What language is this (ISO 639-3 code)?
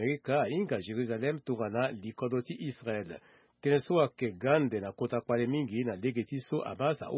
sag